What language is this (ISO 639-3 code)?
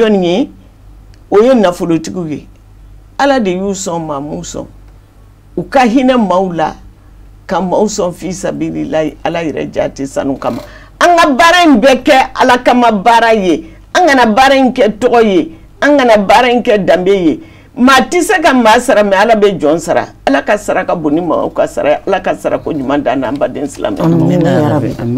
bam